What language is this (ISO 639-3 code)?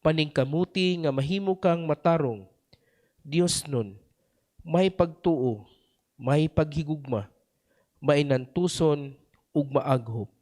ceb